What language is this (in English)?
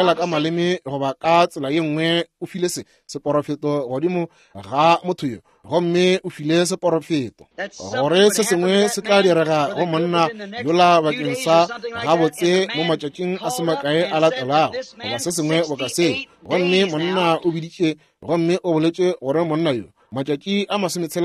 Northern Sotho